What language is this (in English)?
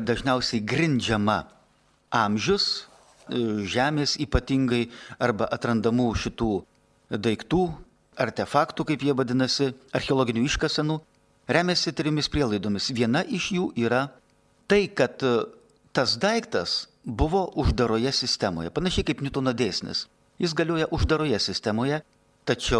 Lithuanian